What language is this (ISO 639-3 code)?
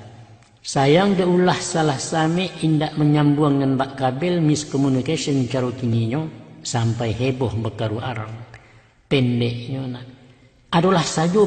min